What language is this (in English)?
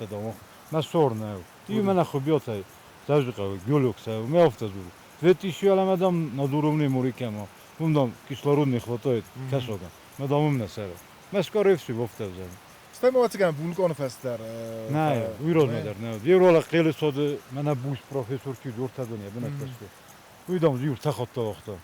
Ossetic